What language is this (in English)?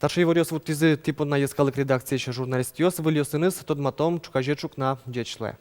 Udmurt